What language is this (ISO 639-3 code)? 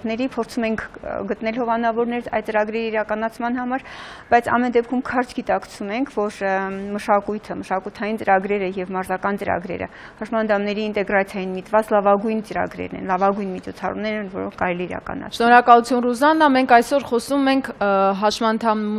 hye